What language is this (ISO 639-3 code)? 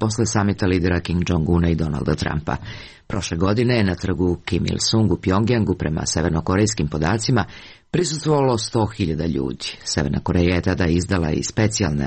srp